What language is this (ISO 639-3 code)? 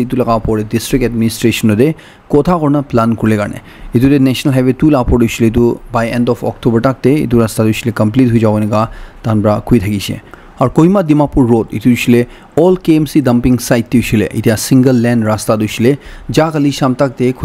nag